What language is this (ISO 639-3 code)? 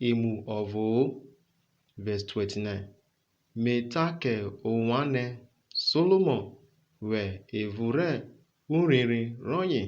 urh